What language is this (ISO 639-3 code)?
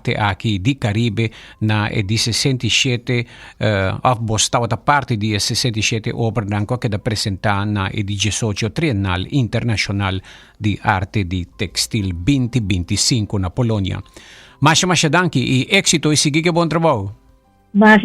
pap